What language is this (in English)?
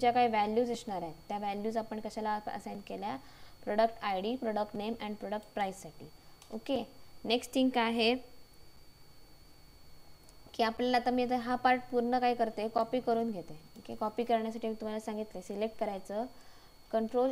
Marathi